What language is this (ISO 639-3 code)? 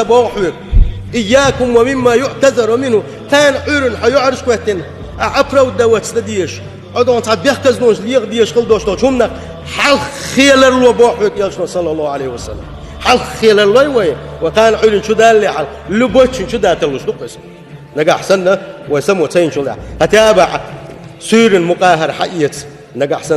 che